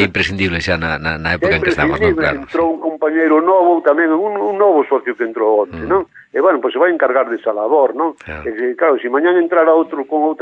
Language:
Galician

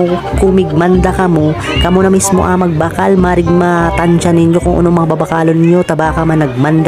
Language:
Bikol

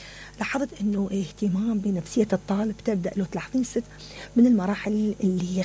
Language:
Mesopotamian Arabic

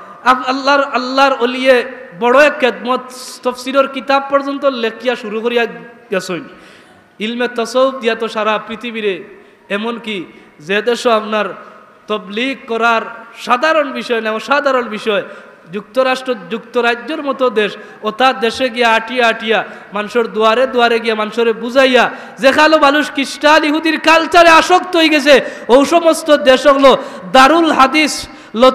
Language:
Sylheti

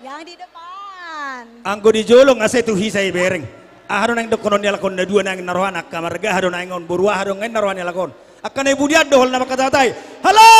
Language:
Batak Toba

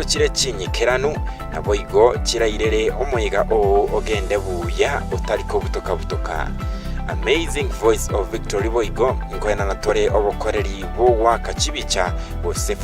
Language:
Gusii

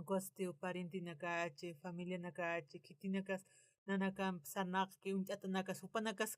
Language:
Aymara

